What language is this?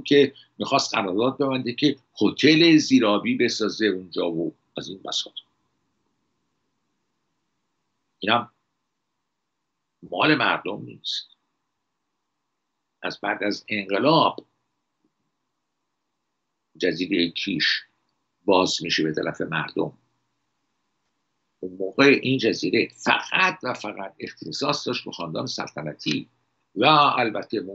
Persian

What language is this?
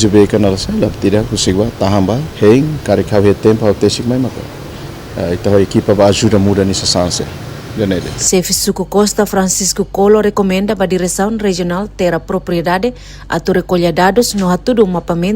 Tetum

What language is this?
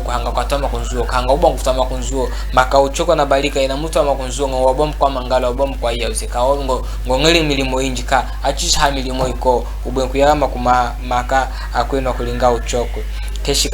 Chokwe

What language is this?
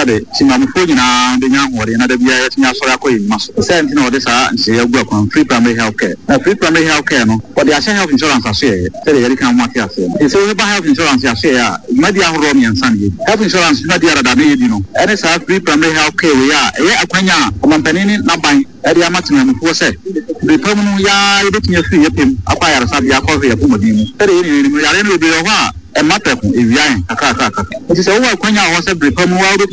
Akan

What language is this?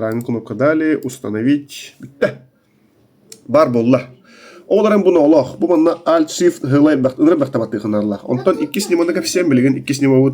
Yakut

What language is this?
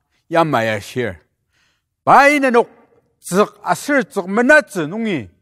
Ao Naga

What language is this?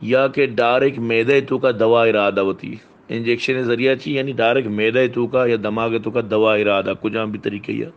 Baluchi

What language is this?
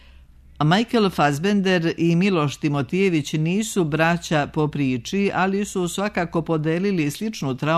Serbian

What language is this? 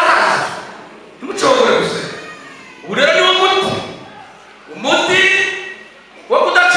Kinyarwanda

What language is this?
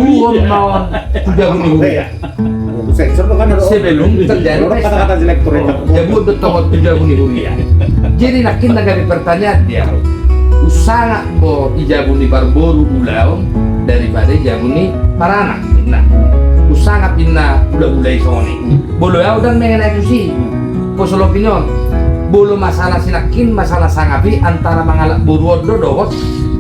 Batak Toba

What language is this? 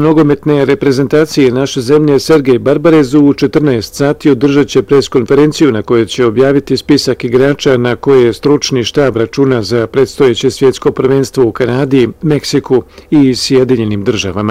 Bosnian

